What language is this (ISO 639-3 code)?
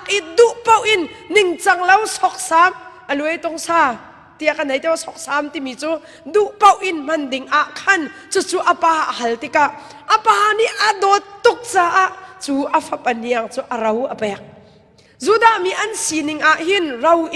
cnh